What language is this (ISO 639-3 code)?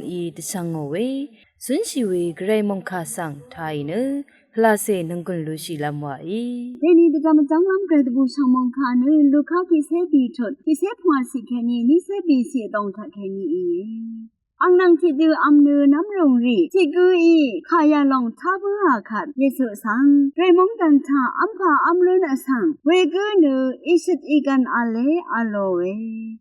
raw